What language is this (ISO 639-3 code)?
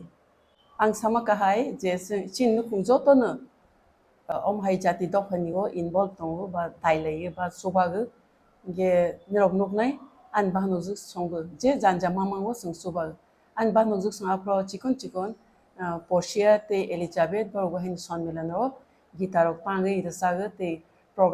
trp